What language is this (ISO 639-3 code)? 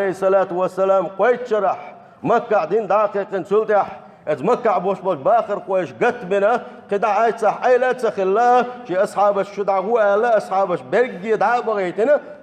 che